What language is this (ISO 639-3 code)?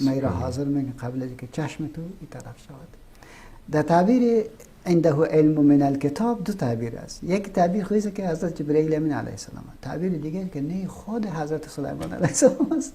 fas